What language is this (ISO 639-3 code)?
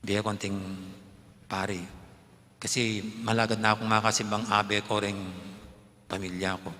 pam